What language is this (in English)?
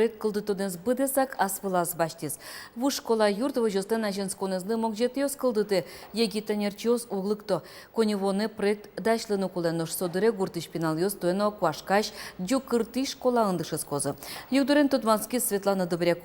Udmurt